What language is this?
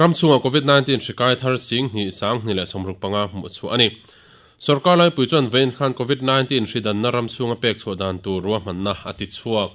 Mizo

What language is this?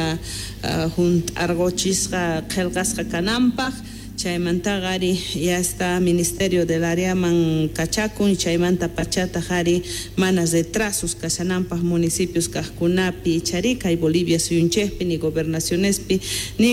South Bolivian Quechua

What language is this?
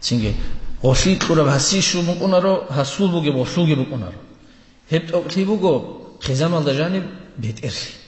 Avaric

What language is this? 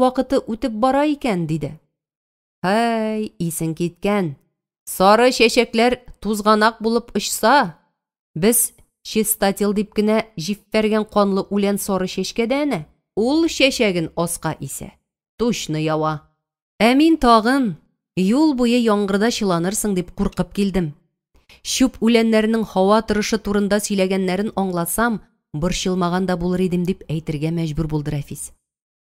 Tatar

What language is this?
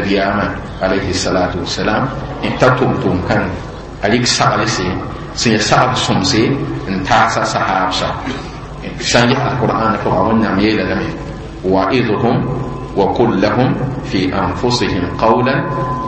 Mossi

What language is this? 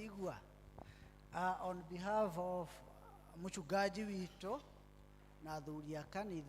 Kikuyu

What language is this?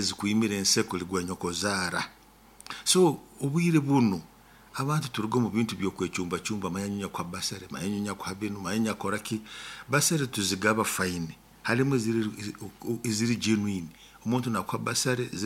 Nyoro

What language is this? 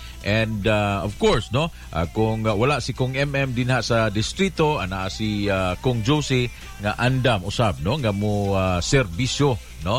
Cebuano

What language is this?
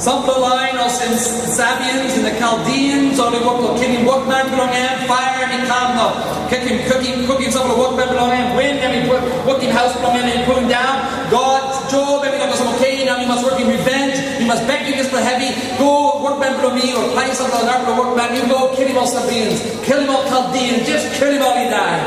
Tok Pisin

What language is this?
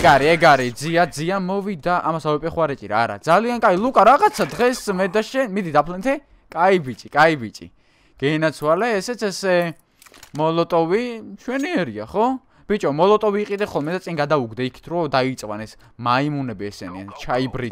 Georgian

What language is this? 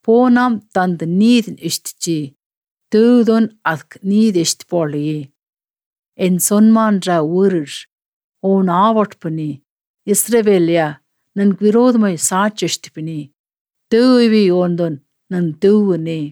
Albanian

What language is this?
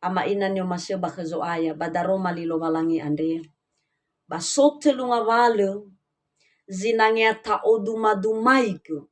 Nias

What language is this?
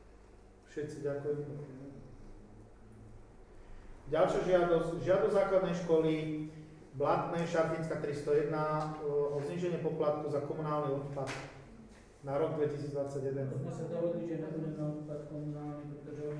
Slovak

